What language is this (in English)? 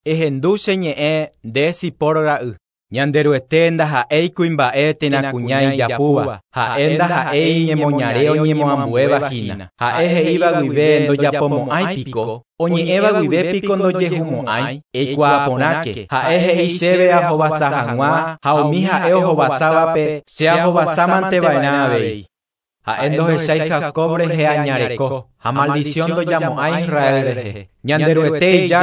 Guarani